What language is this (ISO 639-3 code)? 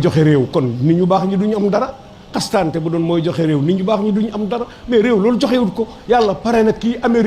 wol